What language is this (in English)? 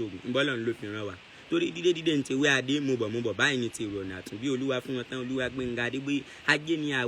Yoruba